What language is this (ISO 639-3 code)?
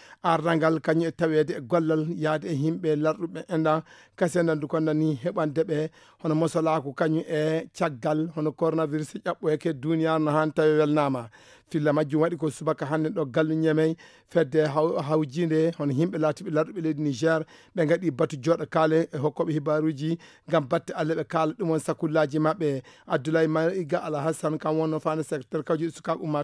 ful